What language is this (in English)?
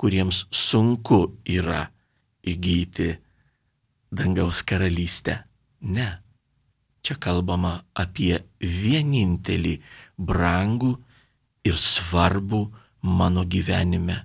Lithuanian